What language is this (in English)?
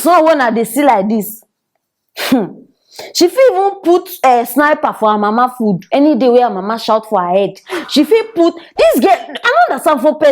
Nigerian Pidgin